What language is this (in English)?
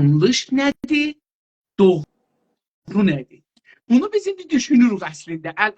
South Azerbaijani